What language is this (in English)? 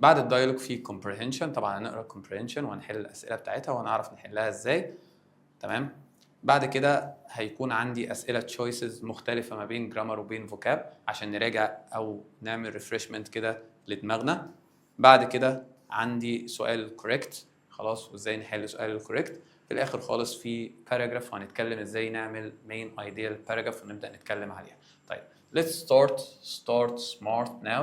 Egyptian Arabic